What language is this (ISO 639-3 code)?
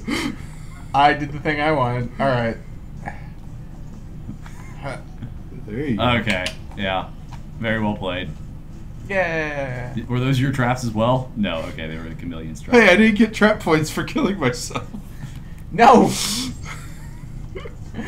eng